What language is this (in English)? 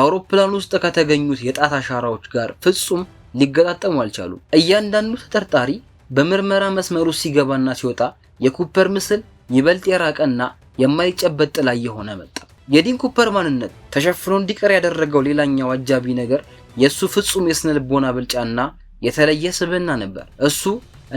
Amharic